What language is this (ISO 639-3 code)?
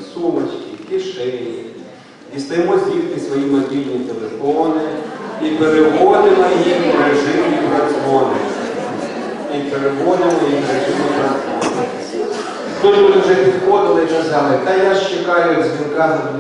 ukr